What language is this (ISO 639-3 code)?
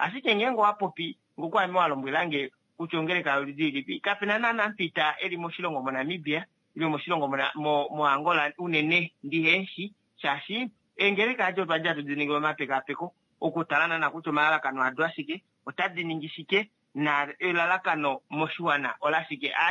kua